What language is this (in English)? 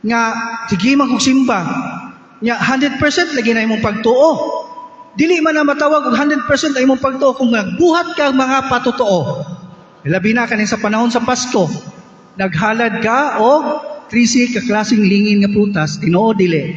Cebuano